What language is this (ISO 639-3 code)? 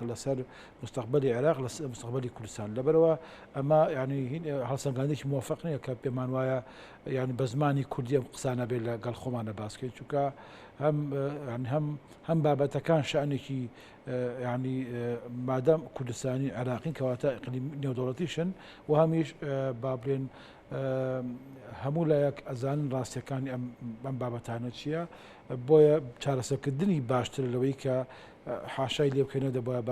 ckb